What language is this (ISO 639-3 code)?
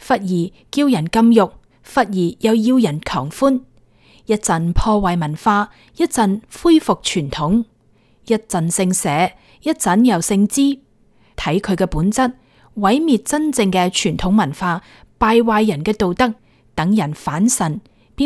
yue